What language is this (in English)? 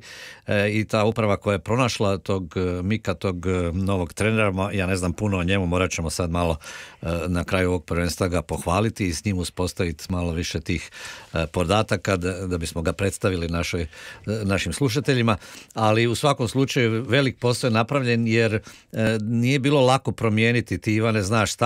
Croatian